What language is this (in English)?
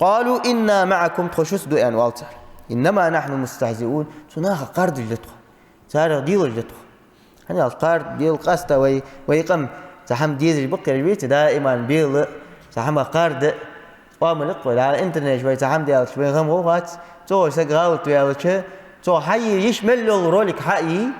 Ingush